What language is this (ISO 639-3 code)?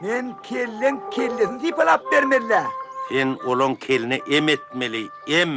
tuk